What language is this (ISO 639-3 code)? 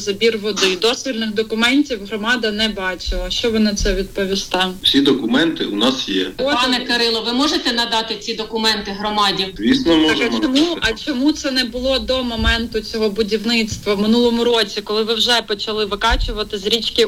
ukr